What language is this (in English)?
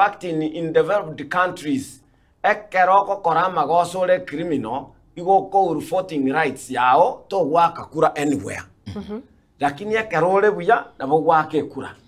Gusii